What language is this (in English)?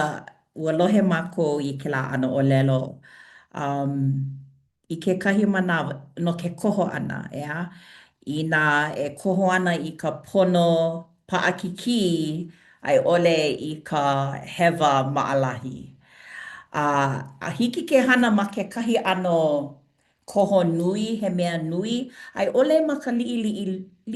Hawaiian